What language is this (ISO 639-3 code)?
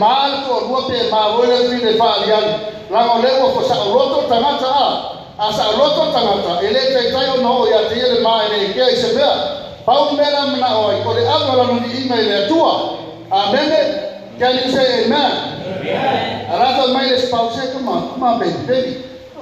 smo